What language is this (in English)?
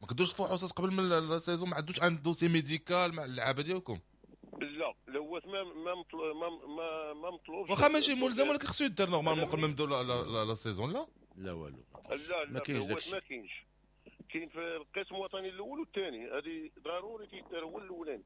Moroccan Arabic